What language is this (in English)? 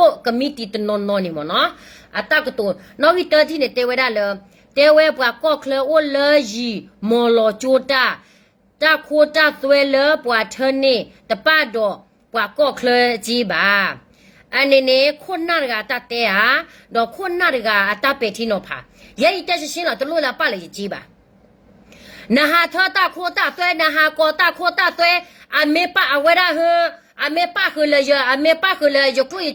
S'gaw Karen